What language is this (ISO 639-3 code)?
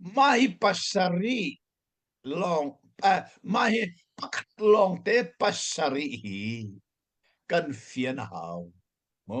cnh